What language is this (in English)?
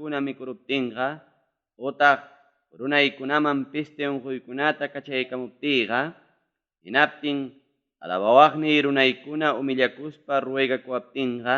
Ayacucho Quechua